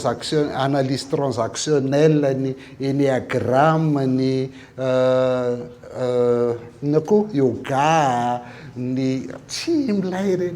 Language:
Malagasy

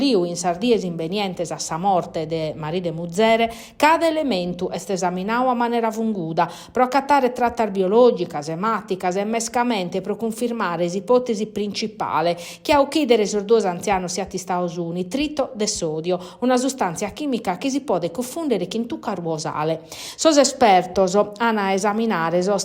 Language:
Sardinian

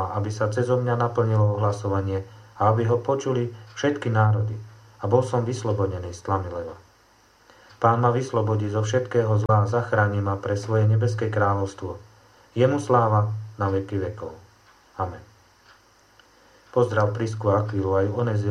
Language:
Slovak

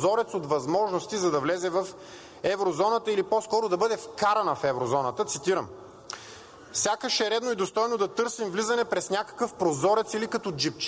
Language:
Bulgarian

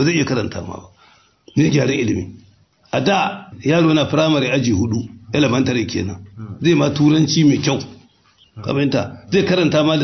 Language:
Hausa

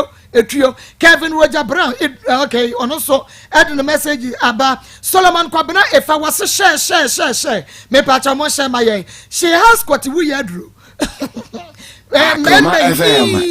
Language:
Akan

